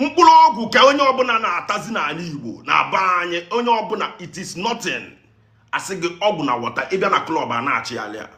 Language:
Igbo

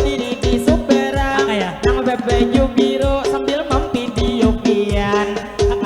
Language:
Banjar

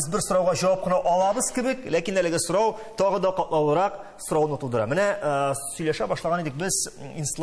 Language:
Tatar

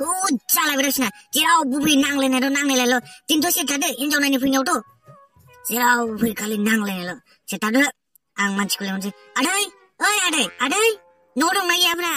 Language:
Bodo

